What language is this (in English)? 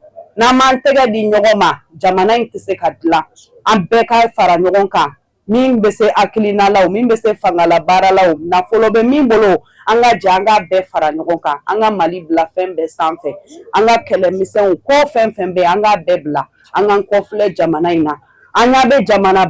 Bambara